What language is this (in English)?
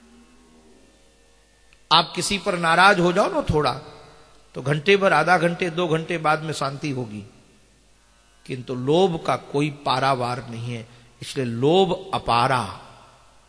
Hindi